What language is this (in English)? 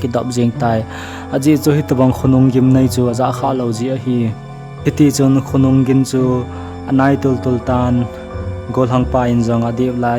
Thado Chin